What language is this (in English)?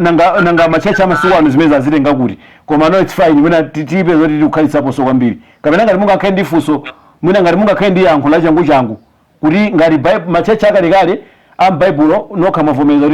Nyanja